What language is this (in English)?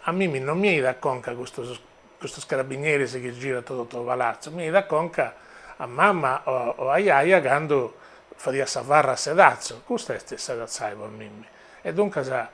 Sardinian